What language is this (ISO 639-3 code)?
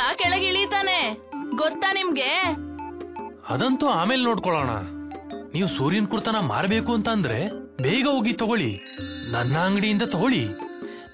kan